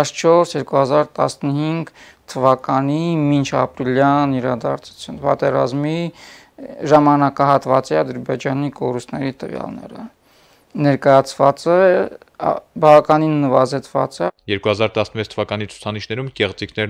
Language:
Armenian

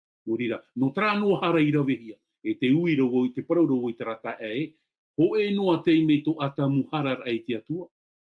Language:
Tahitian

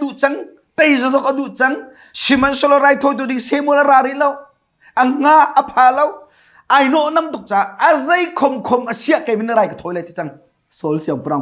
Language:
Hakha Chin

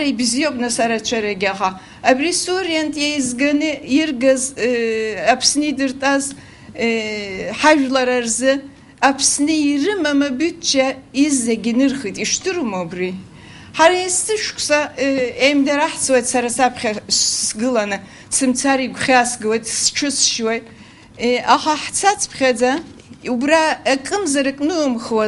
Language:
Abkhazian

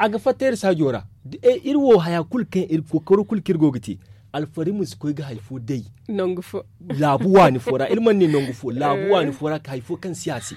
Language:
Zarma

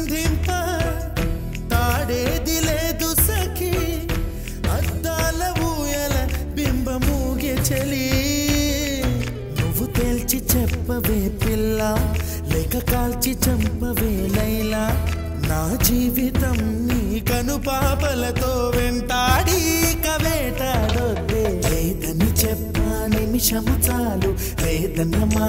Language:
Telugu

